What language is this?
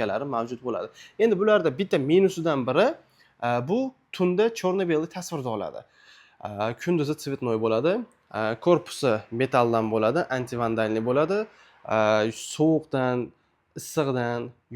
Uzbek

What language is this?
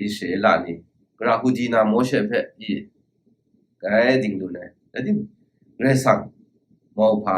Kachin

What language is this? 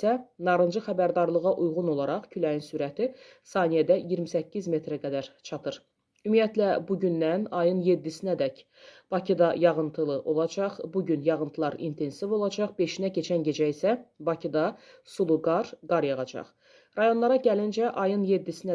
Azerbaijani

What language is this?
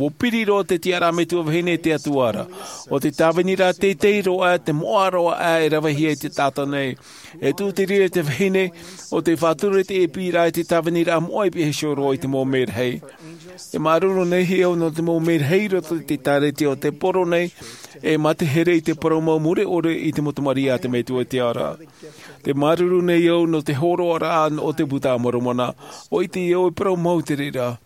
Tahitian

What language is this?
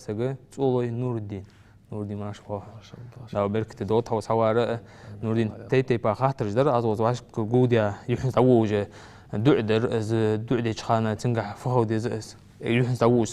Ingush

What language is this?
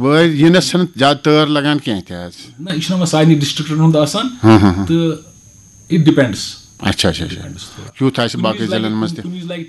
Kashmiri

